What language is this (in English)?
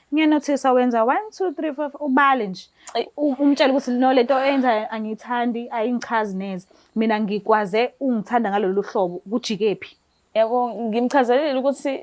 Zulu